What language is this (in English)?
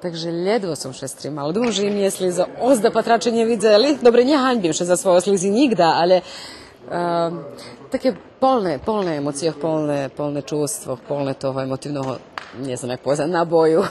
Rusyn